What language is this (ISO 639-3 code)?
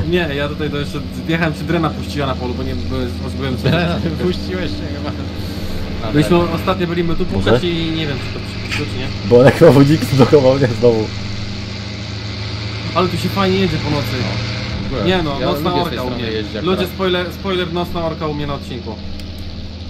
pol